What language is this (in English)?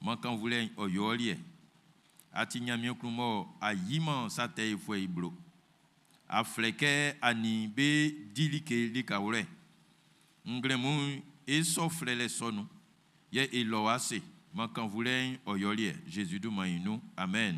Baoulé